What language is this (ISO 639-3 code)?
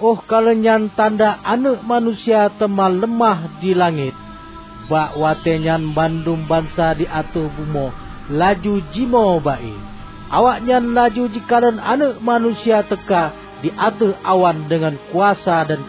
ace